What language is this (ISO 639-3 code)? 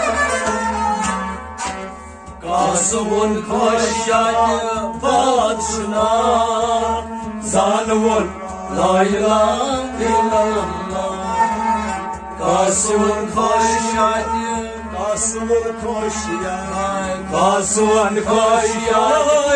kas